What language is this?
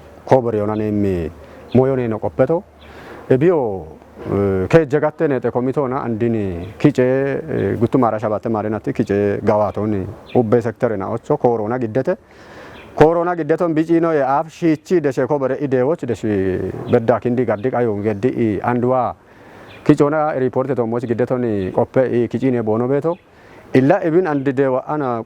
Kafa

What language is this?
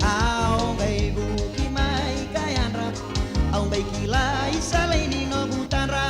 Fijian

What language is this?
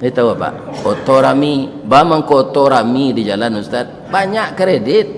Minangkabau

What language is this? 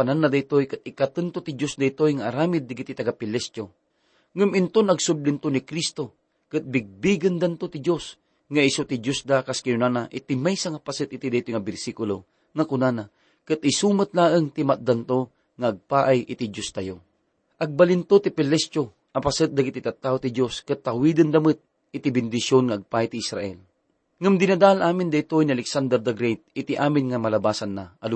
Iloko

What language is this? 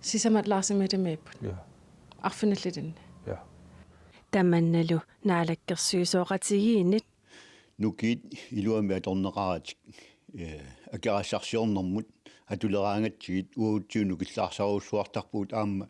Kalaallisut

